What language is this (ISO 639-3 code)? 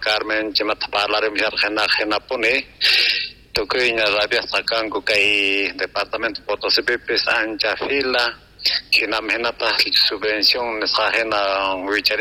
quh